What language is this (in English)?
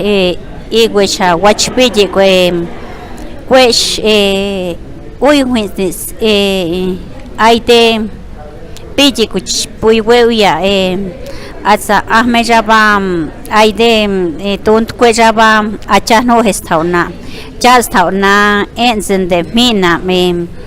Páez